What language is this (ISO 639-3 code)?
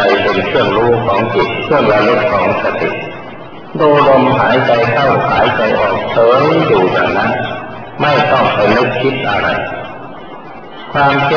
tha